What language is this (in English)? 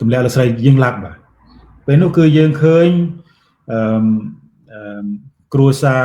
Khmer